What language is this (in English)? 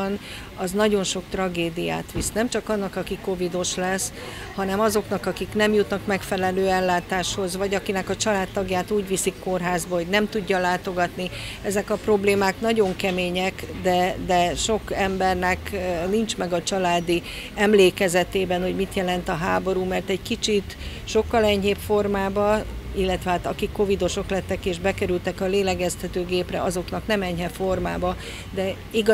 Hungarian